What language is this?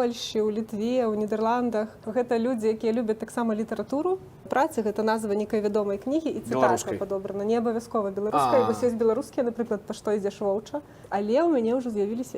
Belarusian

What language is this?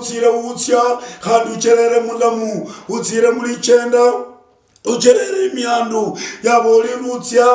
Luyia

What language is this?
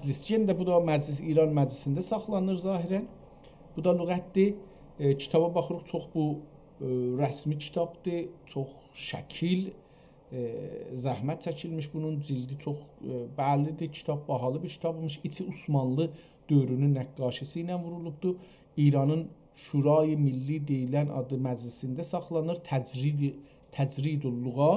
South Azerbaijani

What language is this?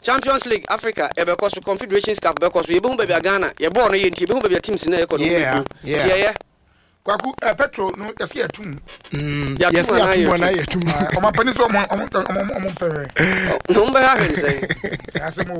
Akan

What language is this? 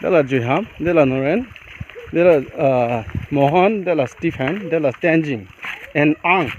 Riang (India)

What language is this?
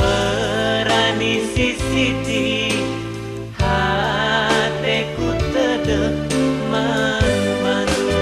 Batak Karo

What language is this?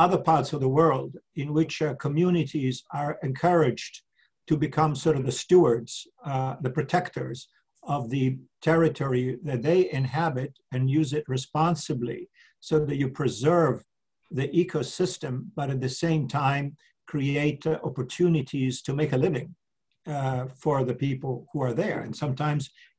English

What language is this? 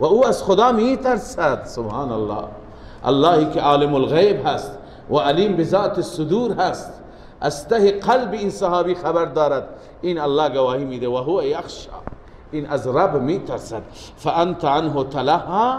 Persian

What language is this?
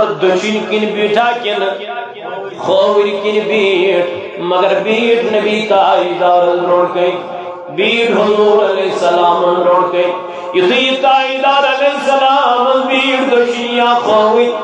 Kashmiri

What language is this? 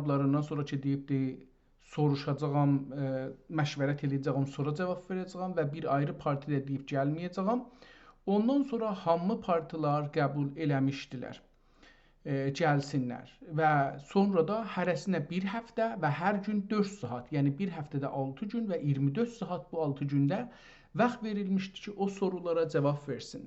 South Azerbaijani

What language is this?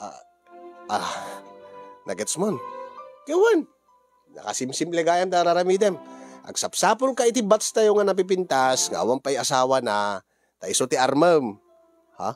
Iloko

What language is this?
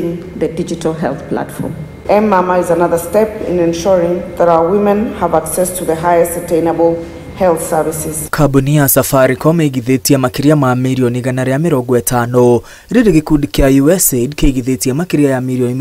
Kikuyu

